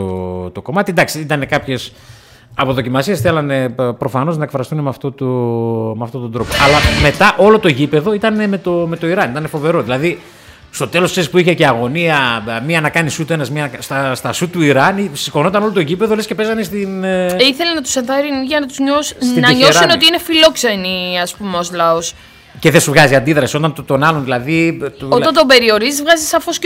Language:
Greek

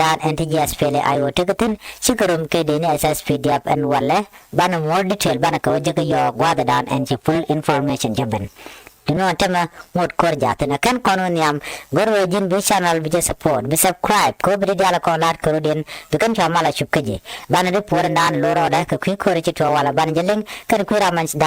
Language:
Nuer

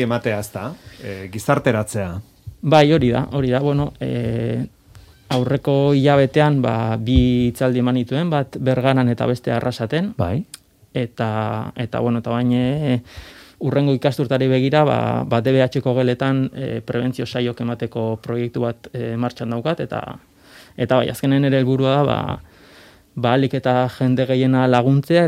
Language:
Basque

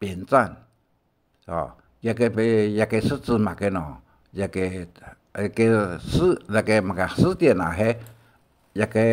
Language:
Hakka Chinese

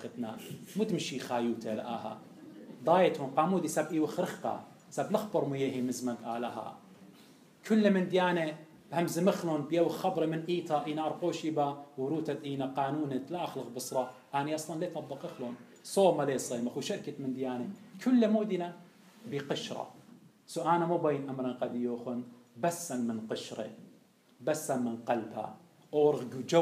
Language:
Assyrian Neo-Aramaic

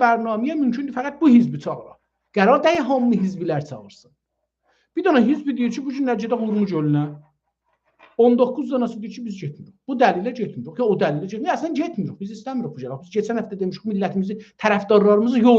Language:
South Azerbaijani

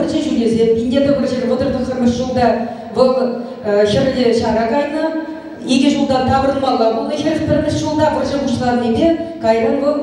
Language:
Chuvash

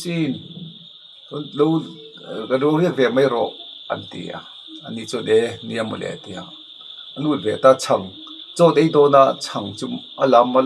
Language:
Mizo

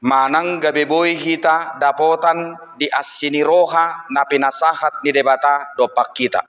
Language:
Batak Toba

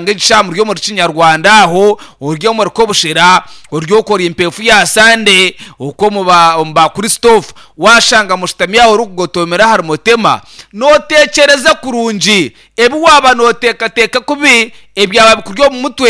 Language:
Nyankole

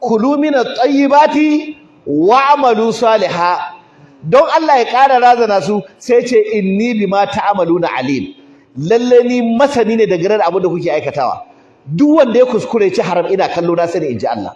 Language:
Hausa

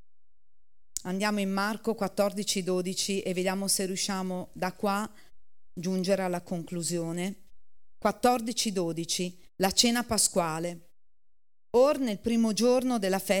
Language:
Italian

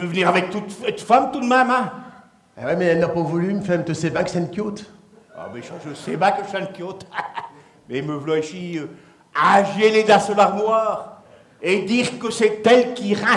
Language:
Picard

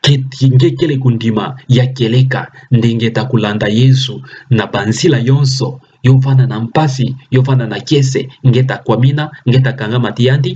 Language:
Kituba (Democratic Republic of Congo)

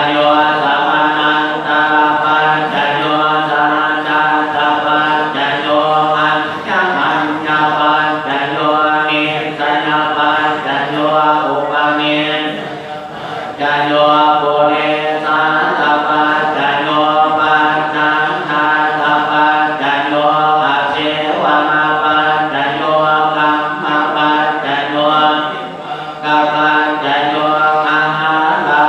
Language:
Pali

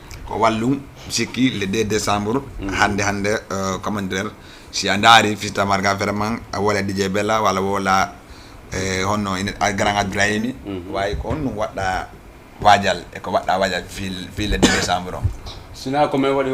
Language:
Fula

